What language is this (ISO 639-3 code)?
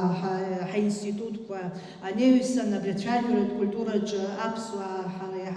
abk